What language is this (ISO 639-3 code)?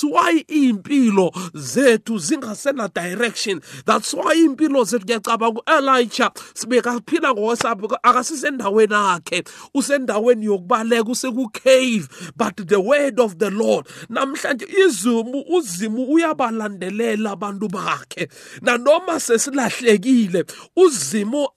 nbl